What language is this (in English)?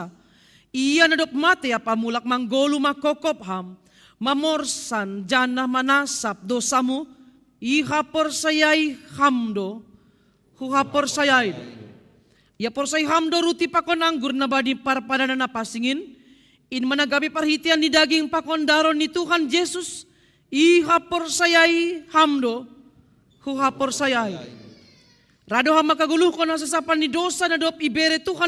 Batak Simalungun